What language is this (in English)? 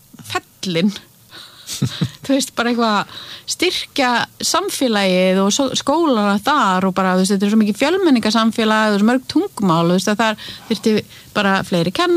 Icelandic